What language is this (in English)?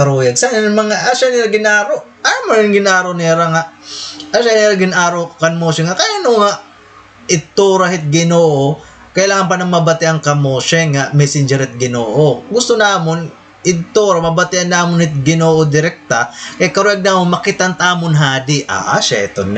Waray